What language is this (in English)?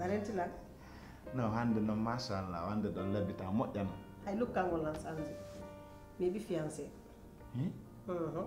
Pular